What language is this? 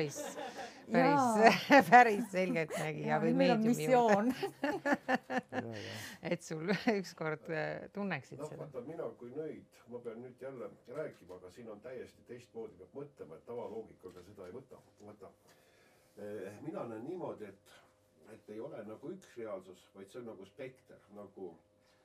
Estonian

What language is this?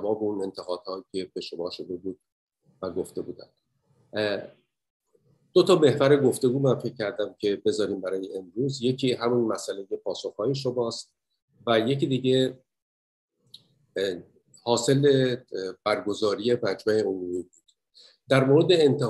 Persian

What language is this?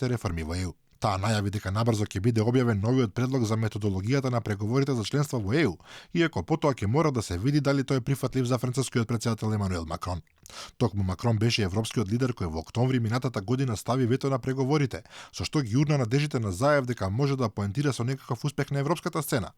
Macedonian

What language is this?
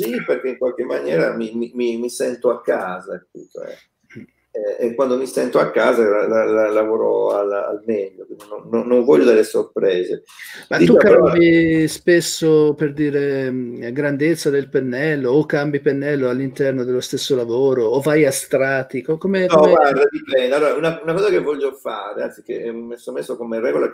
Italian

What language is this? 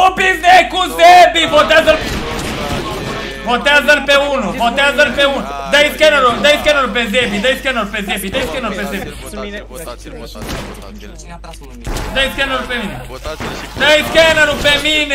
Romanian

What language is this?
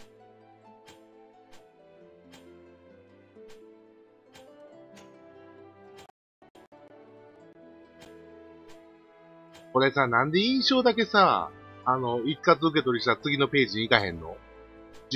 Japanese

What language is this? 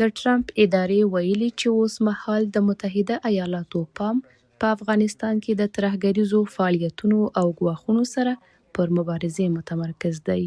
Pashto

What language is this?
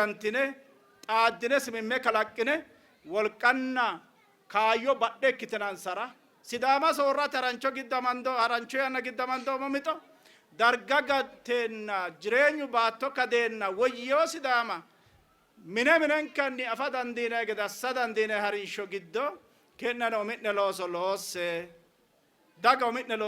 Sidamo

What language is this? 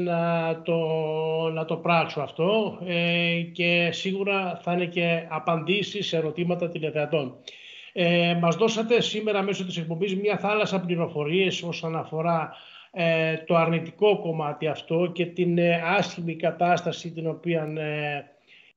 Greek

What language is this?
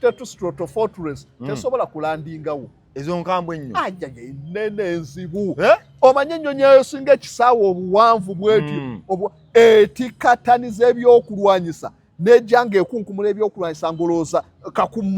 Ganda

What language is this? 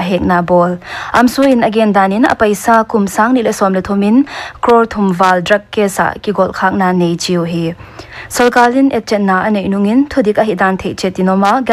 Paite Chin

